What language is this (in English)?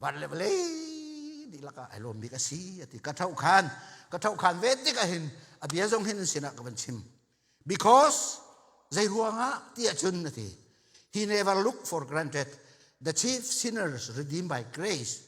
Hakha Chin